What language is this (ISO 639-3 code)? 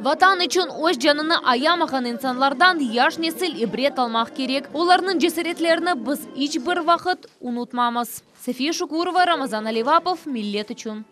crh